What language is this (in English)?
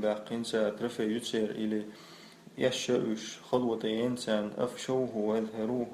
Chechen